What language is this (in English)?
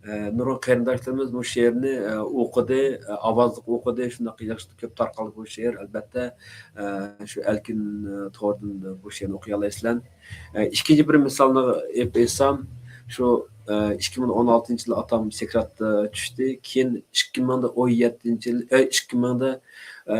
Uyghur